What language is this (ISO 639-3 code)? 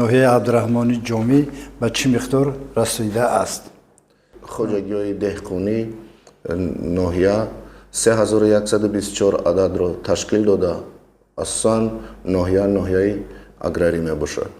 tgk